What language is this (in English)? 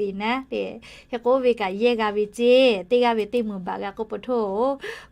Lahu